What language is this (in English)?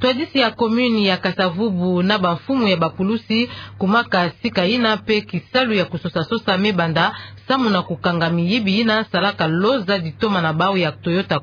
Kituba (Democratic Republic of Congo)